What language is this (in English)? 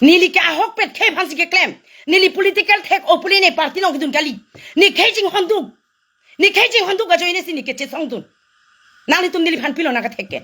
Karbi